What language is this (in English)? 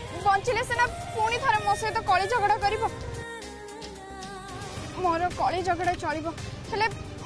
Odia